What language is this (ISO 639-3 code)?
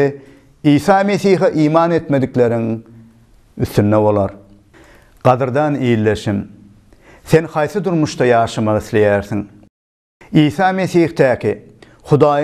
tuk